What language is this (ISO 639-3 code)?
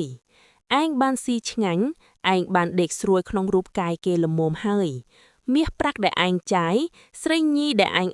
khm